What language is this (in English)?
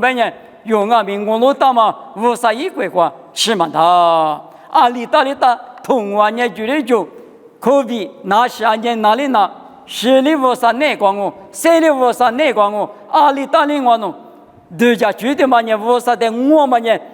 Lisu